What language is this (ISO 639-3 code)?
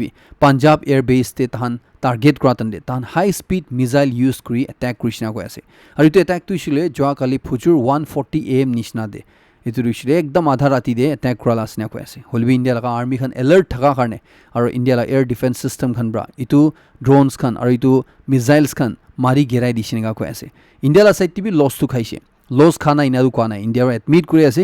nag